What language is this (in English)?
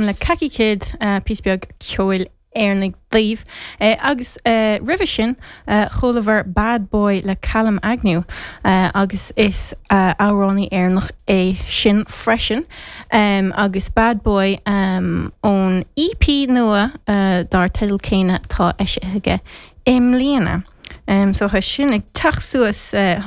Irish